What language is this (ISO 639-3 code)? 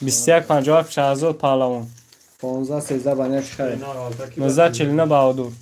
tgk